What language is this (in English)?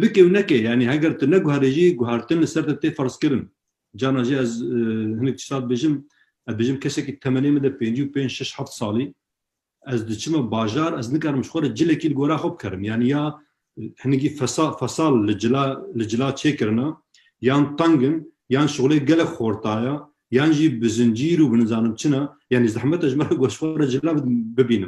Kurdish